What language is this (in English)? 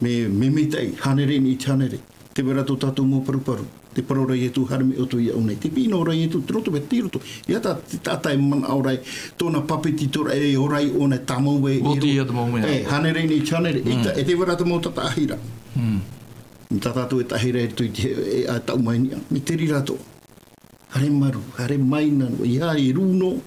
Tahitian